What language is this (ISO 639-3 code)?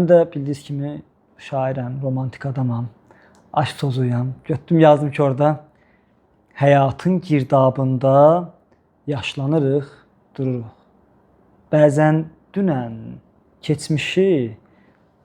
aze